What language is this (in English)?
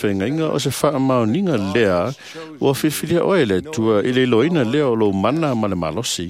Samoan